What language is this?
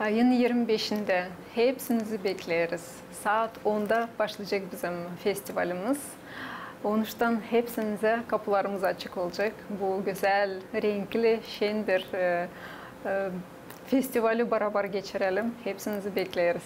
Gagauz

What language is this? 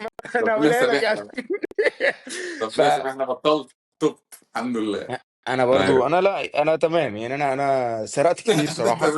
Egyptian Arabic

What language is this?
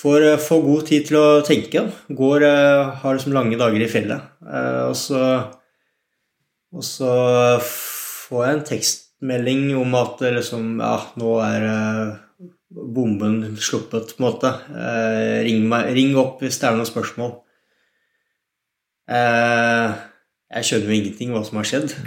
Norwegian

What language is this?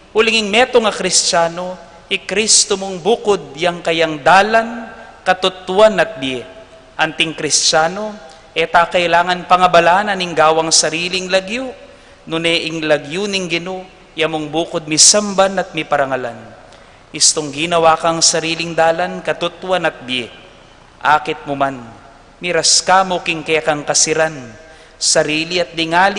Pampanga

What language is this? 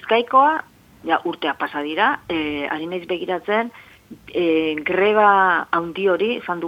Basque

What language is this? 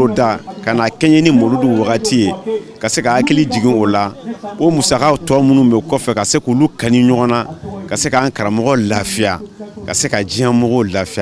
Bambara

